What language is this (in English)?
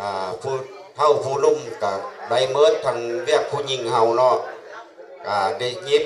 Lao